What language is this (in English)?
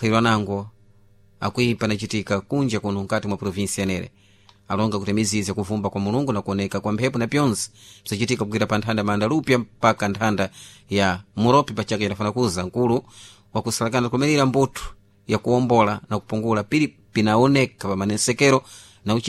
Sena